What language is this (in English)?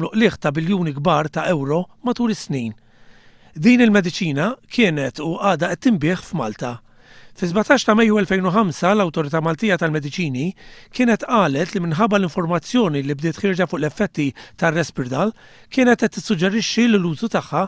Maltese